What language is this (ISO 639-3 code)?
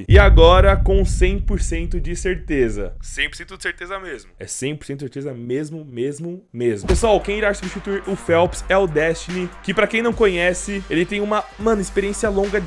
por